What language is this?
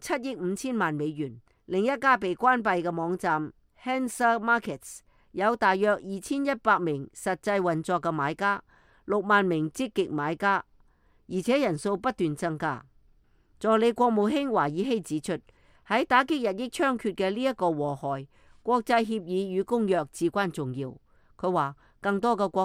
Cantonese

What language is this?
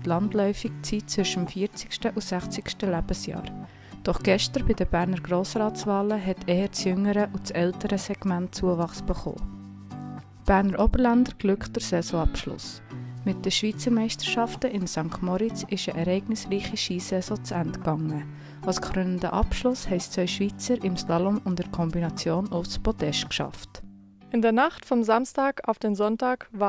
Swiss German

